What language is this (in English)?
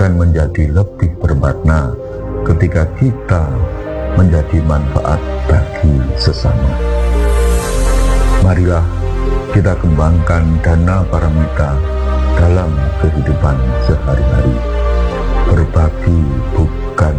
Indonesian